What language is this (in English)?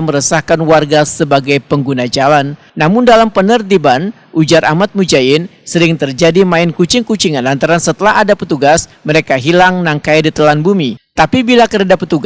Banjar